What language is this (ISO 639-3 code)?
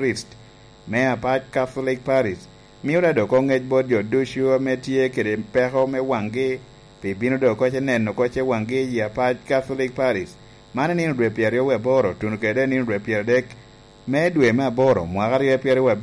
laj